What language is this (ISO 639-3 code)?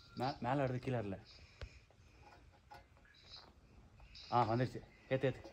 tam